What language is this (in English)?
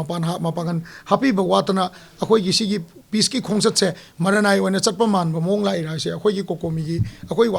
Manipuri